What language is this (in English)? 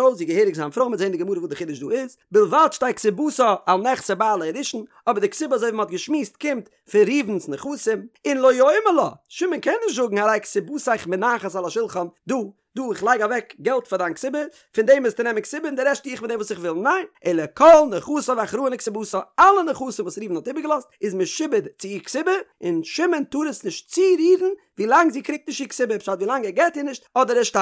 Yiddish